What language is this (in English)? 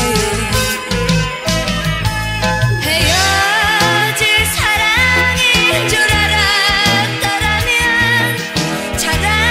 Korean